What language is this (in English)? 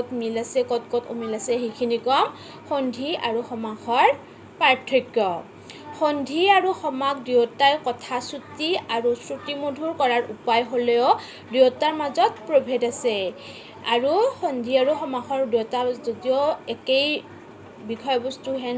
Assamese